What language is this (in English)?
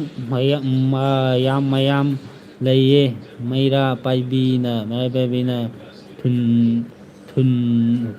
Manipuri